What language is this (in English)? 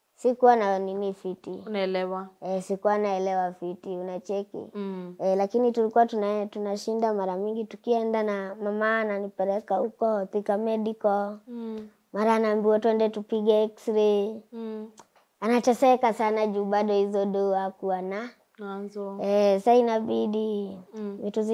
Swahili